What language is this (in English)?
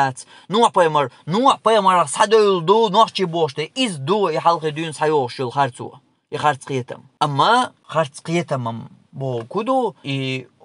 Chechen